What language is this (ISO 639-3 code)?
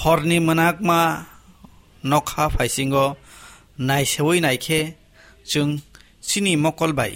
trp